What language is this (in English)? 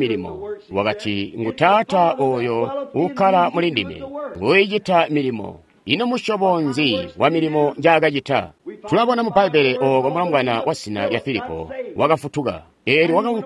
Tonga (Zambia)